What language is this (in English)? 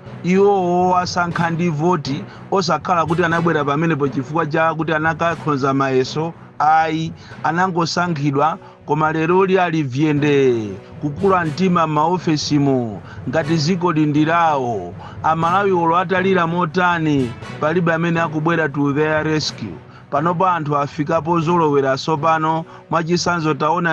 Nyanja